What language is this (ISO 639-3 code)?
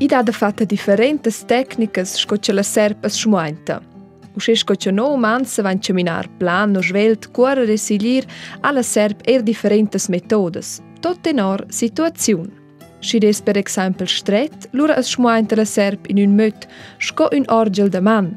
roh